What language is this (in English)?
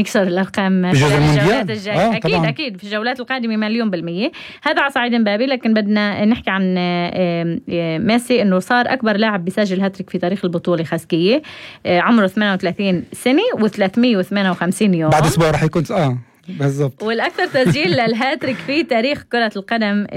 North Levantine Arabic